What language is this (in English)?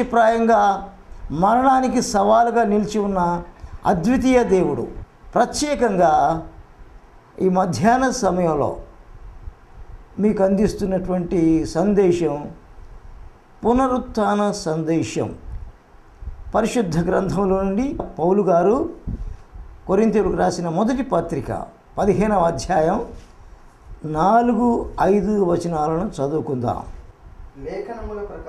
Telugu